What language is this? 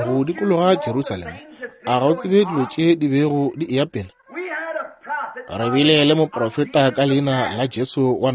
Northern Sotho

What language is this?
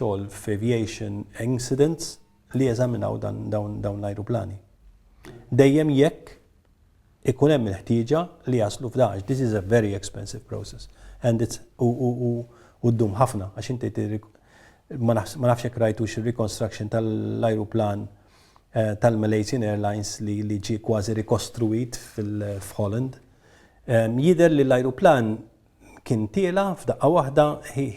Maltese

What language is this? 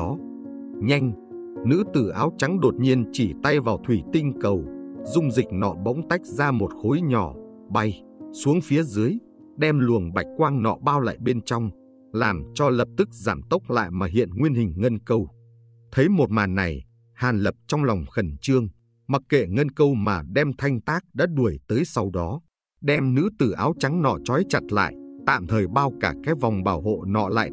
Vietnamese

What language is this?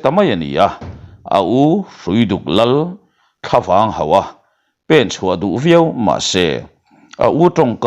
Mizo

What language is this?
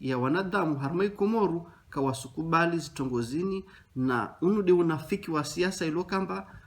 Ngazidja Comorian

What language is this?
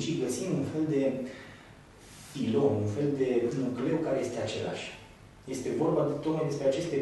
Romanian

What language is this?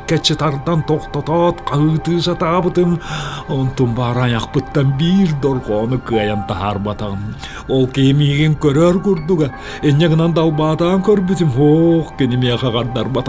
Yakut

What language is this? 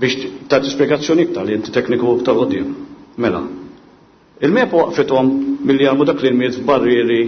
Maltese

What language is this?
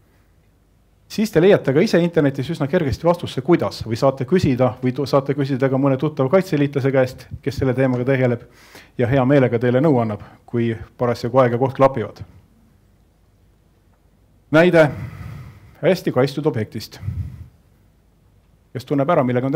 Estonian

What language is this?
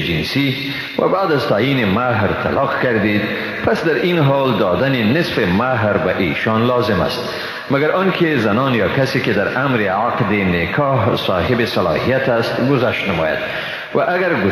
Persian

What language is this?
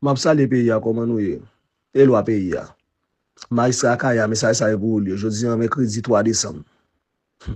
Haitian Creole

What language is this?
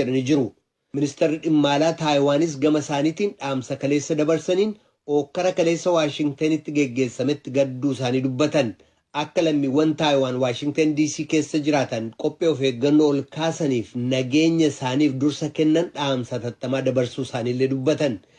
Oromo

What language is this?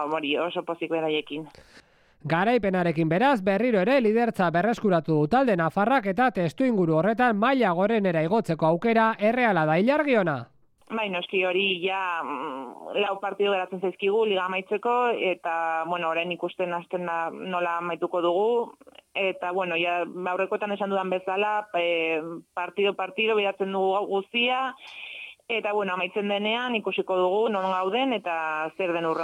Basque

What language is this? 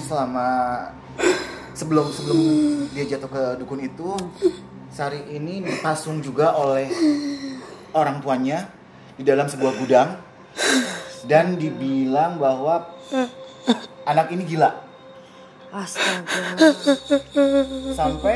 Indonesian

